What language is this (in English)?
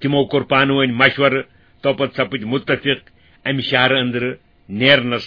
Kashmiri